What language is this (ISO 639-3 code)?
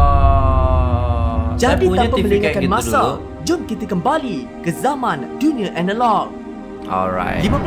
msa